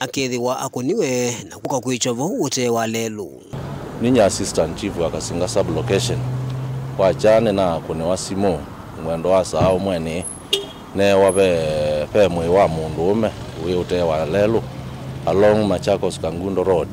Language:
Kamba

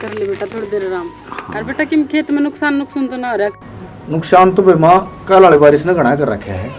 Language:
Haryanvi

